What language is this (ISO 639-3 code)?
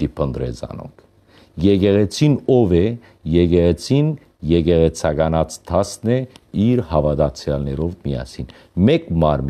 hyw